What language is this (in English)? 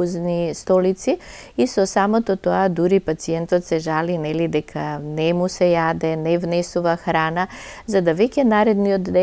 Macedonian